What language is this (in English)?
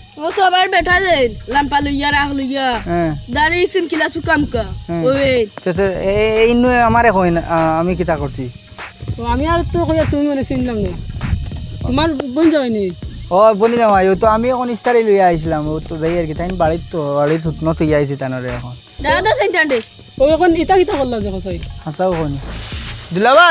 Sylheti